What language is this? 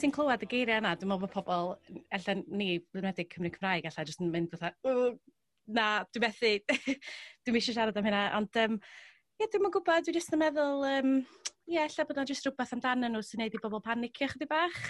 Welsh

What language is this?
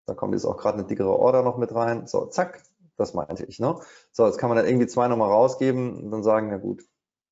German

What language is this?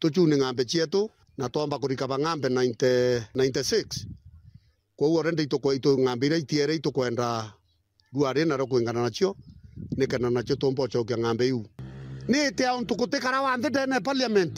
Meru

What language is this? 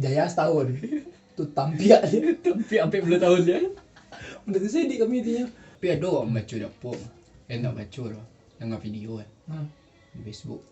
Minangkabau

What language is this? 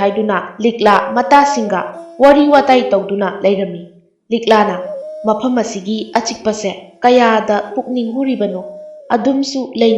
Manipuri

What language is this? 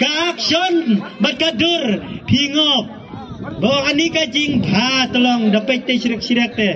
Khasi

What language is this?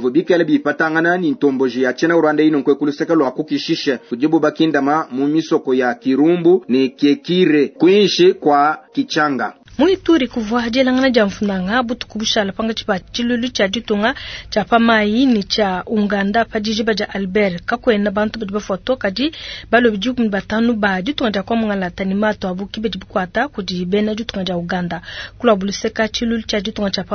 Luba-Lulua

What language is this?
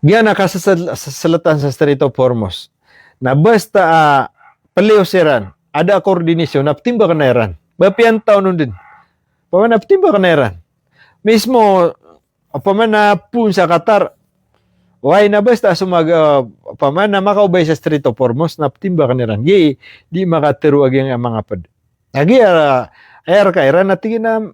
Maranao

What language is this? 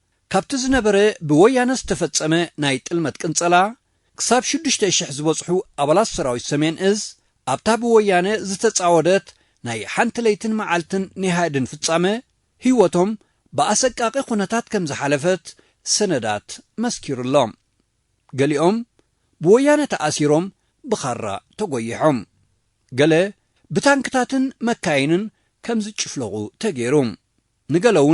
Tigrinya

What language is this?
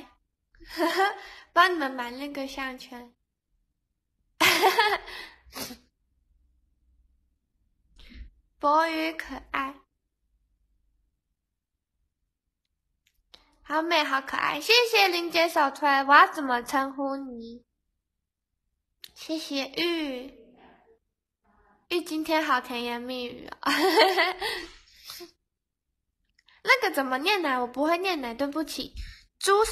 Chinese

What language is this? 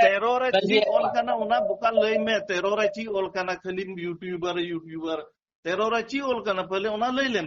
Santali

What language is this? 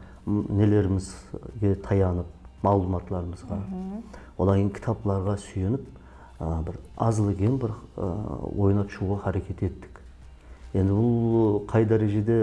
Kara-Kalpak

